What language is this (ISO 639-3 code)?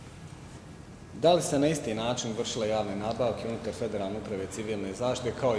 bos